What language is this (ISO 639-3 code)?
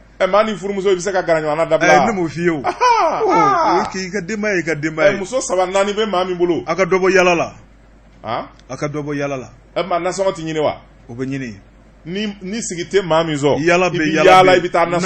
bam